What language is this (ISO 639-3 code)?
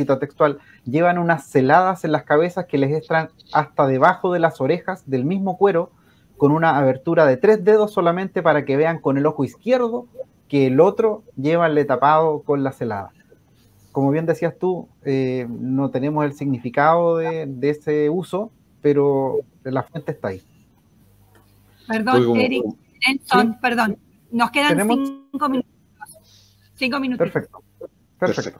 spa